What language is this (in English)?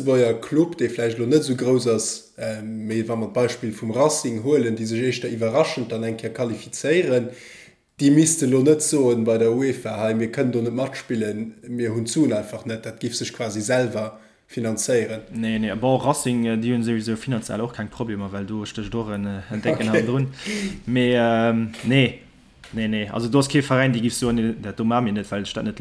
Luxembourgish